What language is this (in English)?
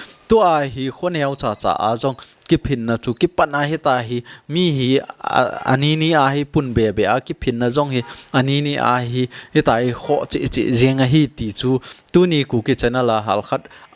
Thado Chin